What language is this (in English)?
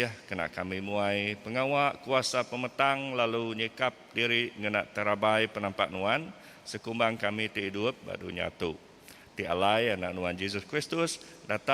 Iban